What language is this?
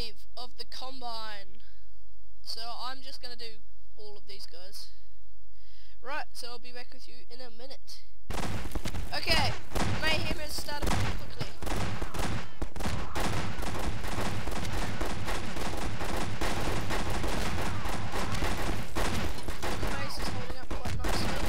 English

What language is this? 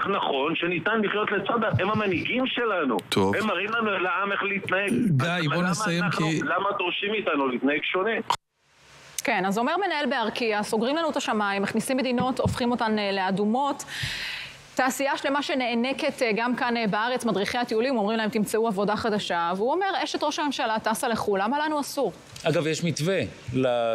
Hebrew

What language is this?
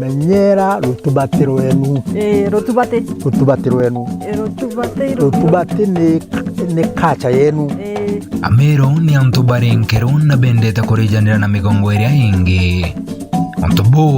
Meru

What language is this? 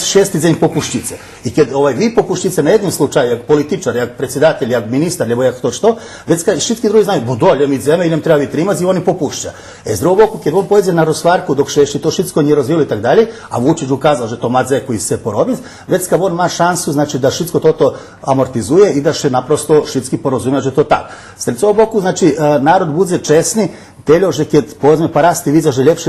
Rusyn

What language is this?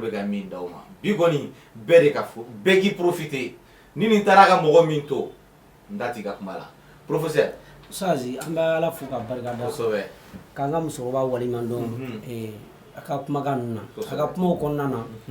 Bambara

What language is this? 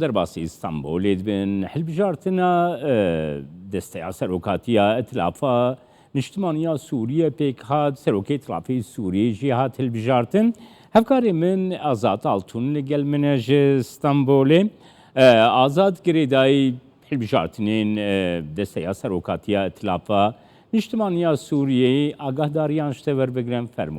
Kurdish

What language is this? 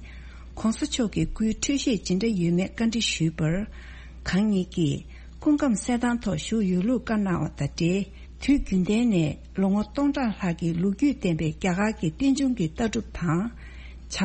Tibetan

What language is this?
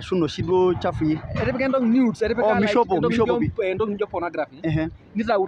Masai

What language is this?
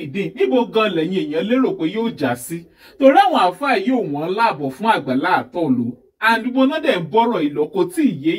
Yoruba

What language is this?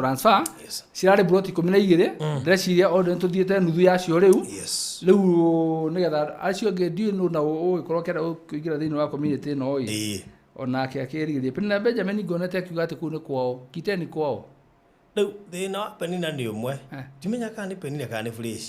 Kikuyu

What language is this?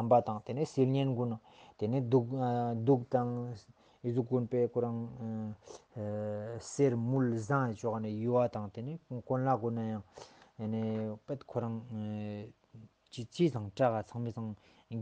Ladakhi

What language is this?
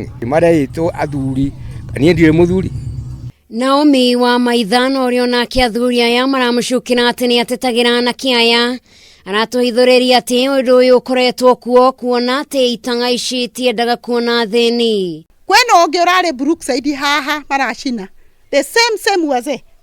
Kikuyu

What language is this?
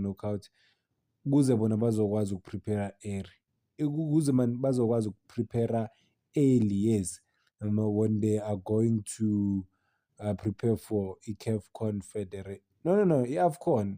Zulu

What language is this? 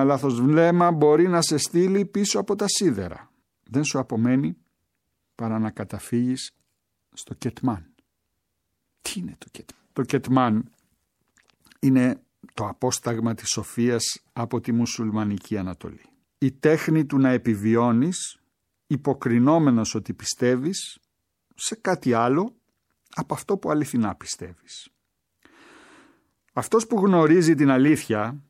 Greek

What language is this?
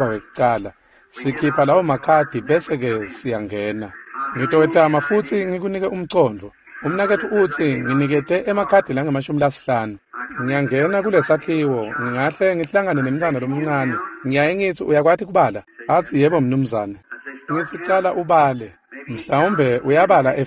Swati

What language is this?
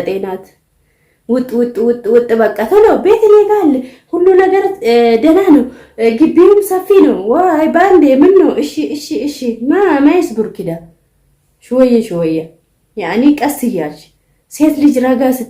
Amharic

